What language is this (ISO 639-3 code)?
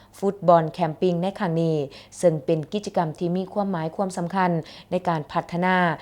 lao